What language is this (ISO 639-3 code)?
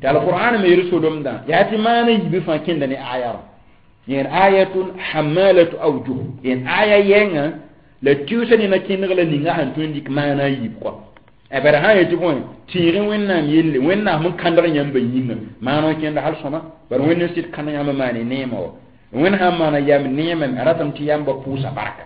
mos